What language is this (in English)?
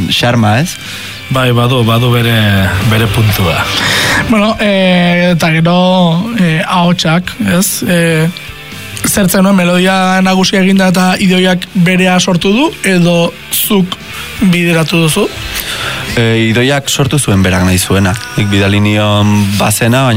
Basque